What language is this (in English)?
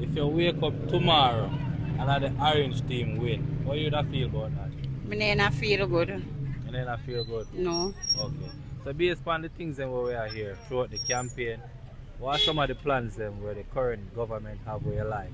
Jamaican Creole English